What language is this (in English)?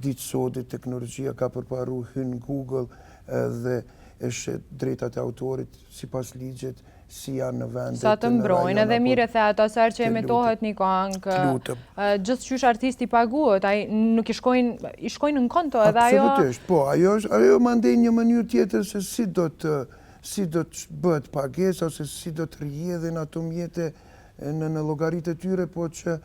Albanian